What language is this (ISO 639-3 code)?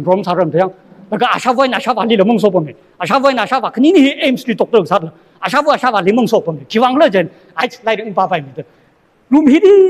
nmf